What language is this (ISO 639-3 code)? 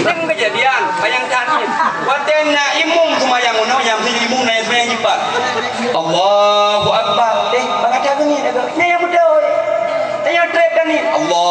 ace